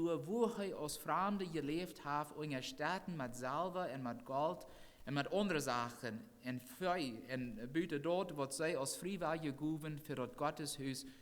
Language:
Plautdietsch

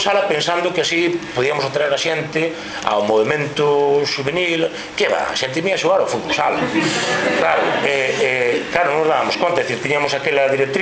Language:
Galician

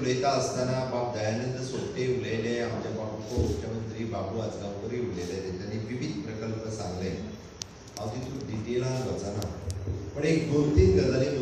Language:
Konkani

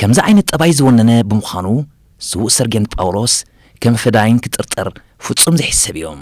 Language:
Tigrinya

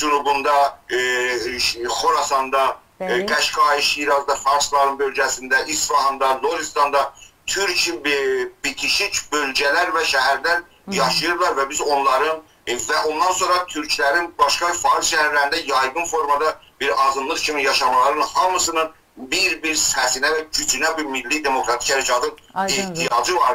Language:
South Azerbaijani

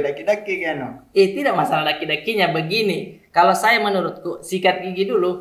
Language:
Makassar Malay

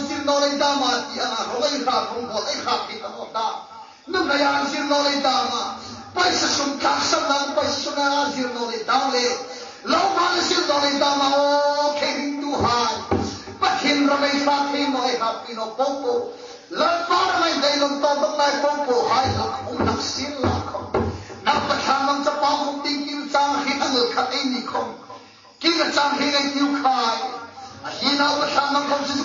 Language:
Hmar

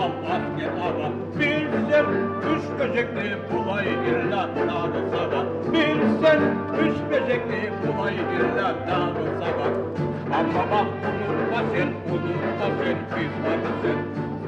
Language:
Kumyk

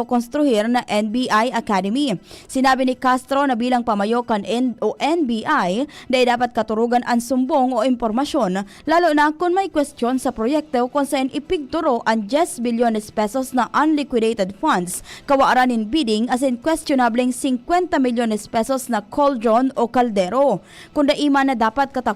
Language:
Bikol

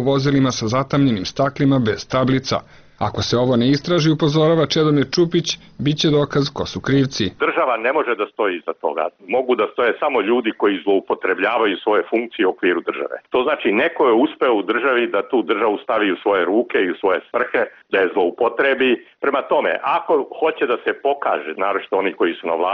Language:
Serbian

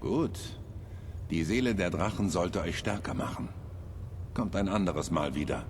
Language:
Bavarian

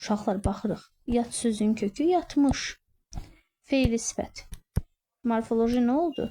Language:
Azerbaijani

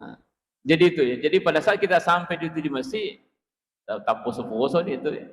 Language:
Buginese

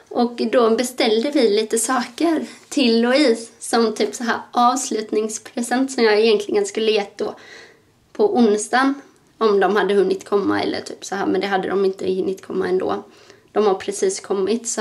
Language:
Swedish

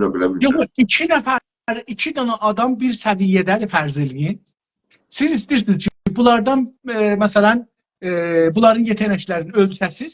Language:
South Azerbaijani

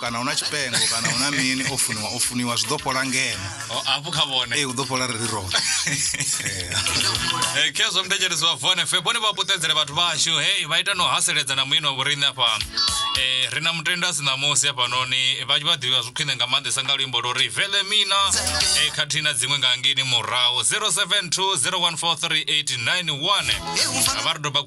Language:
Venda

